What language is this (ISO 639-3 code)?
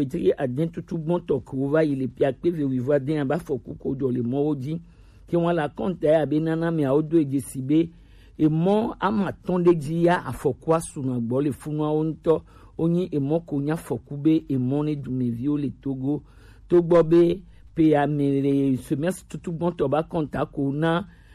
gej